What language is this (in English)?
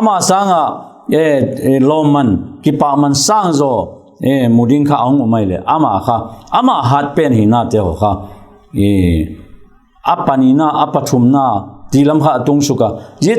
Vaiphei